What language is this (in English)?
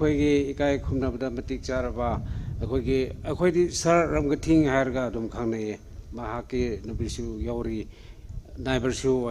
Tangkhul Naga (India)